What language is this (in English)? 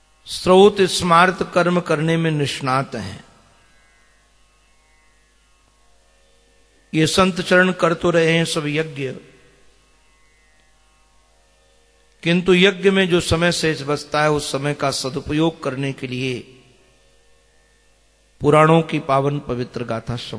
Hindi